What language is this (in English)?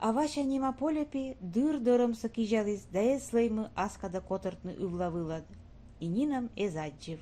Komi